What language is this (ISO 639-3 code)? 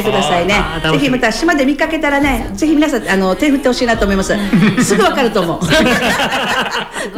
jpn